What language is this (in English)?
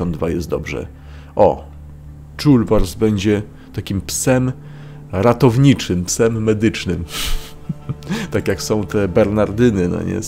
Polish